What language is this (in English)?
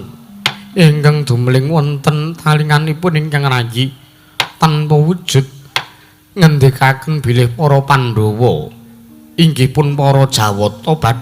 Javanese